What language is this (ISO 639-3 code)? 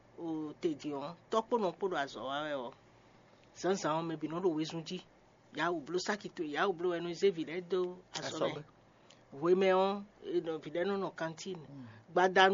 fon